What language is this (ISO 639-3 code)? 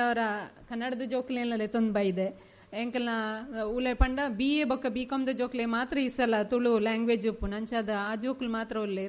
tcy